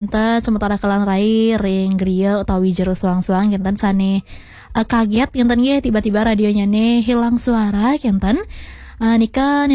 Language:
Balinese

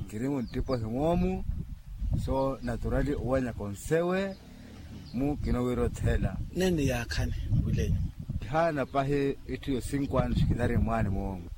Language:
Makhuwa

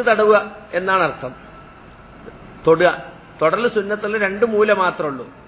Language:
Malayalam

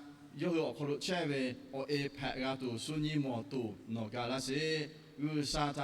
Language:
Lahu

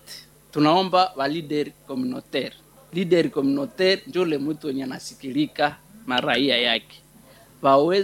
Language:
Swahili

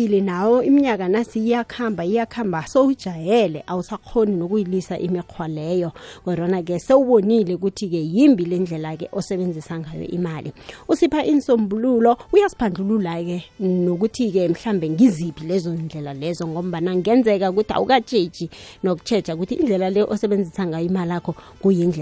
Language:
South Ndebele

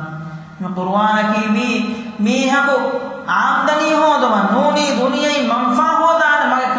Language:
Divehi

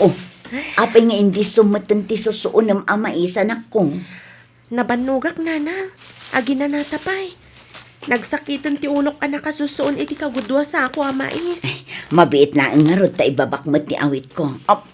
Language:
Iloko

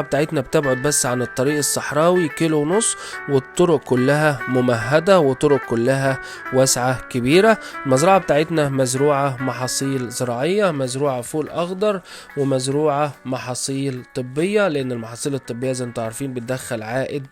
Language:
Egyptian Arabic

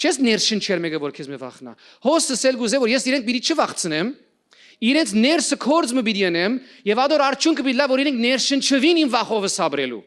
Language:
Western Armenian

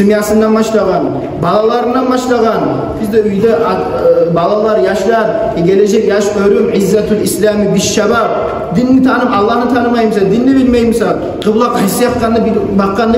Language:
Kumyk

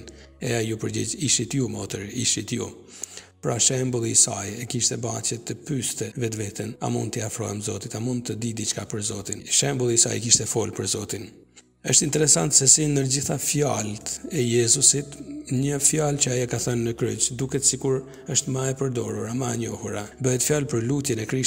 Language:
Albanian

